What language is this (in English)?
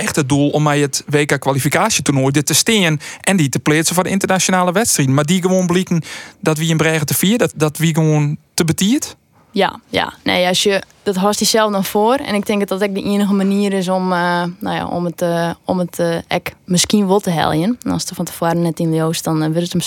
Western Frisian